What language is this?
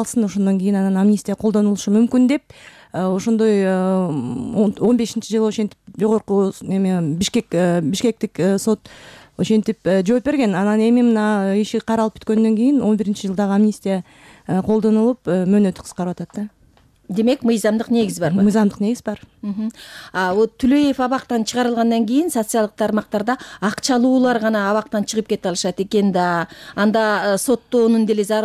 Kyrgyz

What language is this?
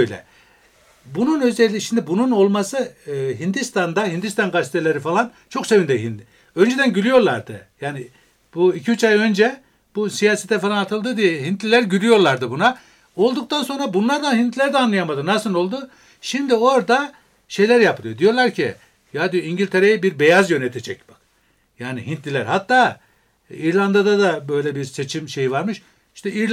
Turkish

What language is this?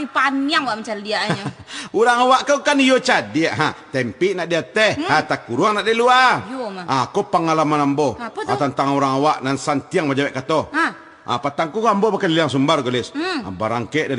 Minangkabau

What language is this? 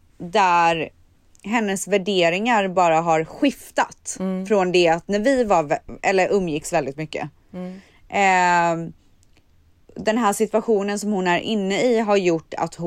Swedish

